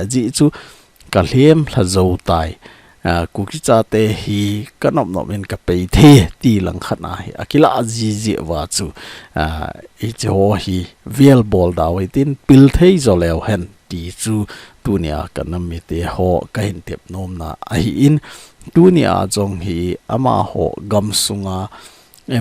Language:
Thado Chin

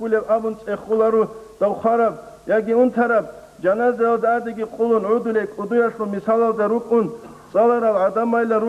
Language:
Avaric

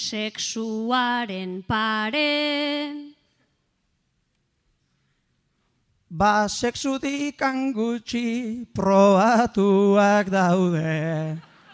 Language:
Basque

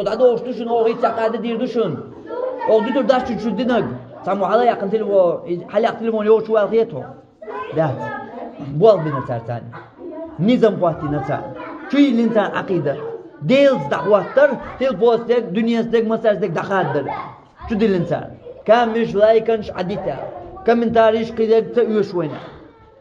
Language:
Chechen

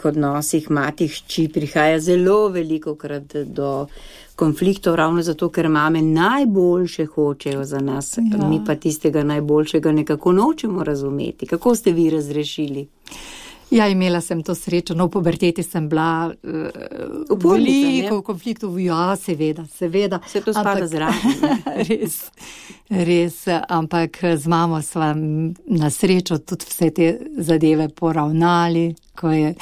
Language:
Slovenian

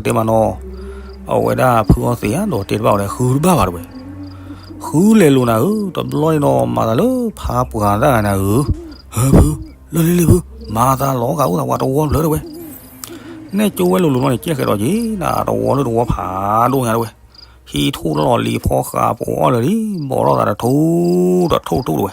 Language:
S'gaw Karen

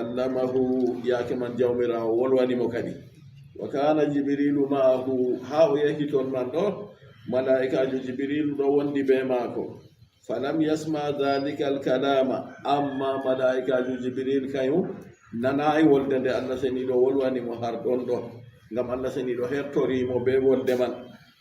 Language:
Fula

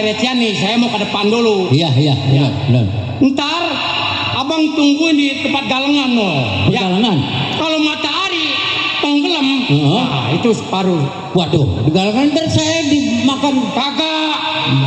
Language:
Betawi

